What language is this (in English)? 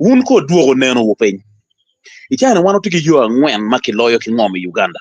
Acoli